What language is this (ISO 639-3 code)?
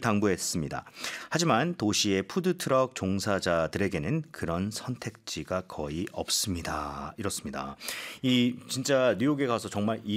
kor